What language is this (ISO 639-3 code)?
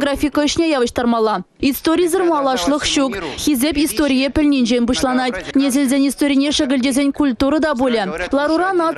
chv